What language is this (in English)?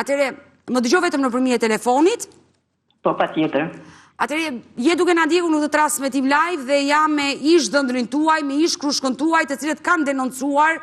Albanian